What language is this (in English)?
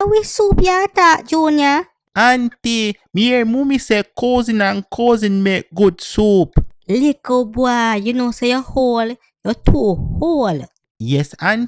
Jamaican Creole English